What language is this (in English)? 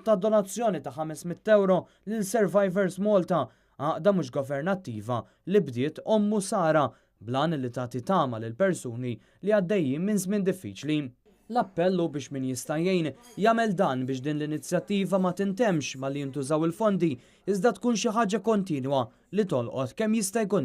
Maltese